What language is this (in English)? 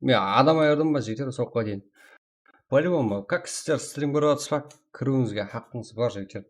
Kara-Kalpak